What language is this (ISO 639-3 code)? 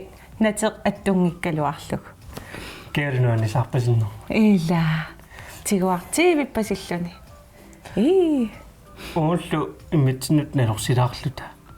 kal